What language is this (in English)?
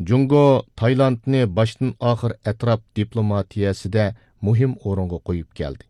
Uyghur